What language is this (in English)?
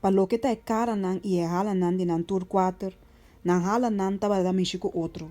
Papiamento